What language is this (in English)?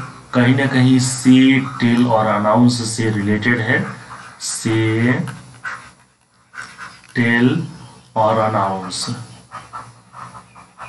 Hindi